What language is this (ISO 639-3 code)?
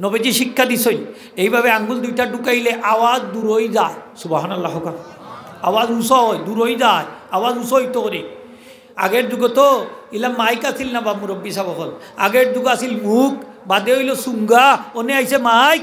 syl